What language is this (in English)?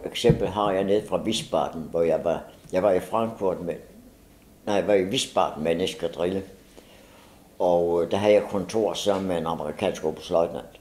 Danish